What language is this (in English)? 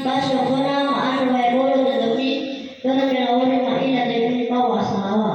Nias